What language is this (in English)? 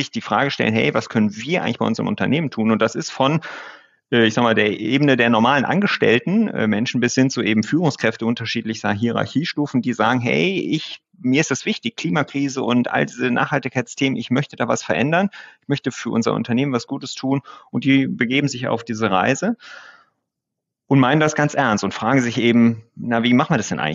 German